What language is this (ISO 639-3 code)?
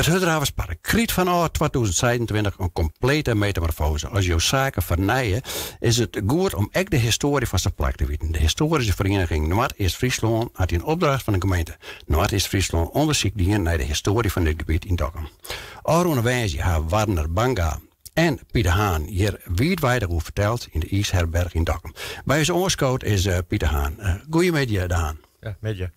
fry